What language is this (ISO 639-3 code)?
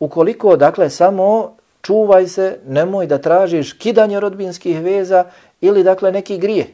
bos